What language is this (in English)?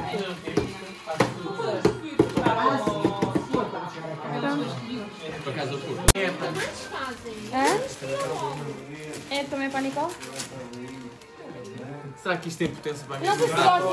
Portuguese